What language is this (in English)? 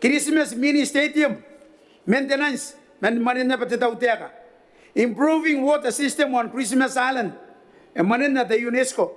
Gilbertese